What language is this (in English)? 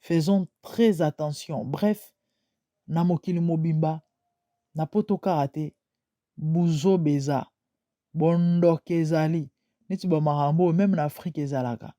Lingala